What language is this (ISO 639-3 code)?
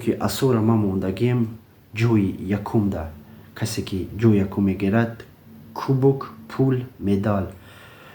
tgk